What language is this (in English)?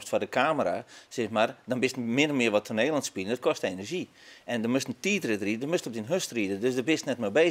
Western Frisian